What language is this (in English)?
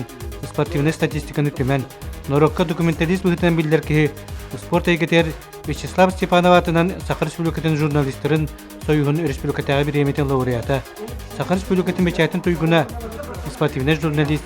Yakut